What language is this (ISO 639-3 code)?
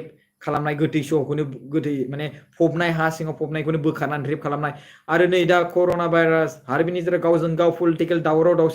brx